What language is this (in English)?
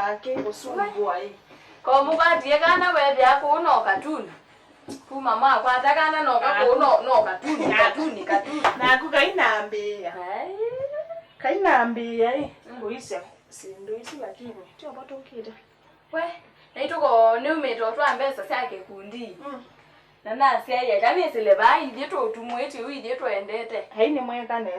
Kamba